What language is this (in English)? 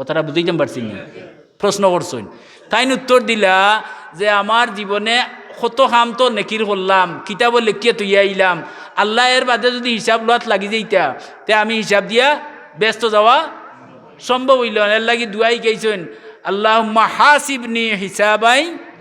Sylheti